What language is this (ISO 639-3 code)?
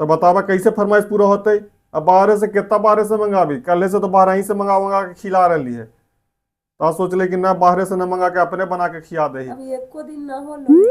mag